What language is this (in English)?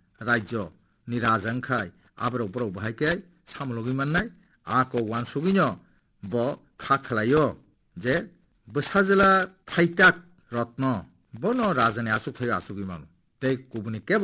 Kok Borok